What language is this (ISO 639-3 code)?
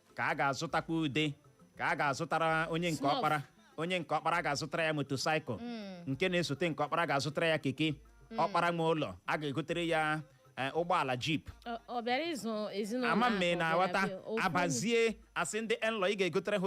ibo